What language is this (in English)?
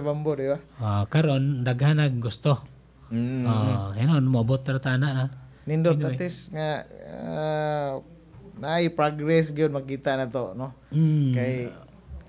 Cebuano